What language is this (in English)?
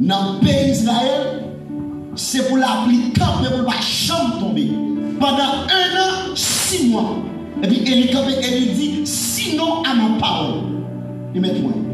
Haitian Creole